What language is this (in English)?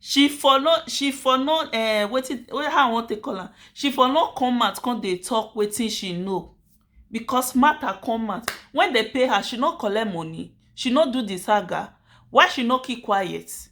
Nigerian Pidgin